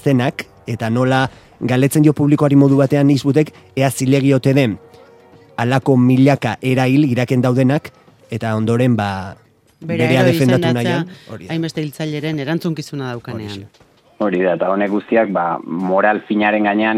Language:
Basque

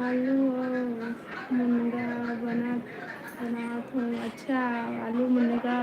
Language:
Chhattisgarhi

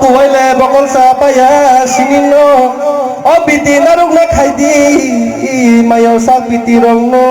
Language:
Kok Borok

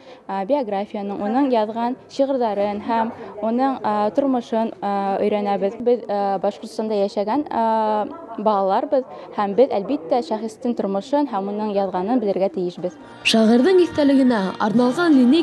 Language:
Bashkir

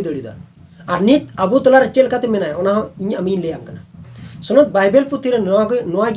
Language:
Santali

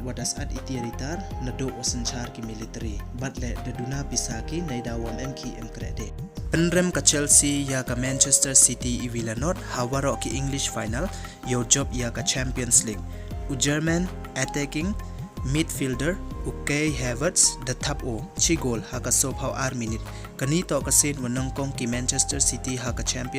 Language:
Pnar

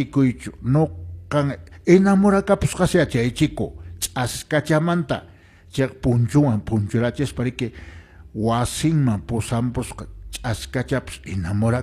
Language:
Quechua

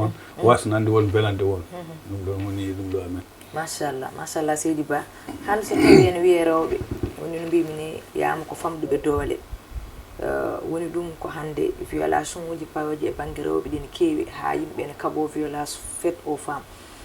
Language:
Fula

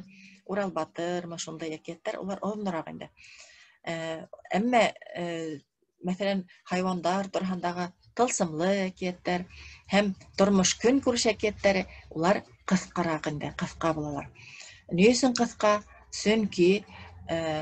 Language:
Bashkir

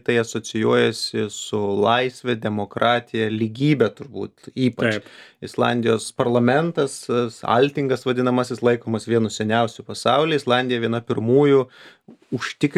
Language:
Lithuanian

